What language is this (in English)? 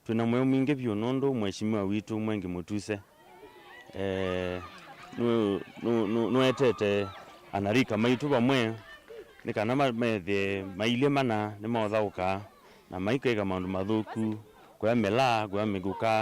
Kamba